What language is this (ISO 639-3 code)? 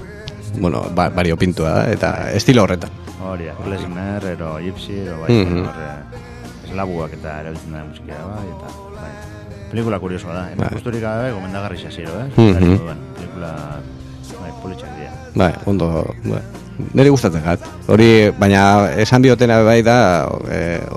eus